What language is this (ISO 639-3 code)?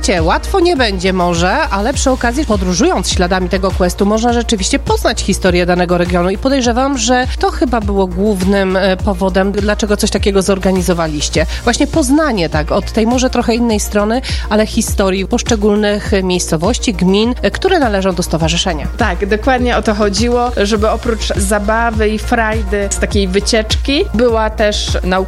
pol